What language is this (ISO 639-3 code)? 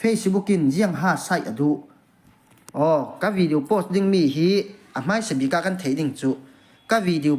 cfm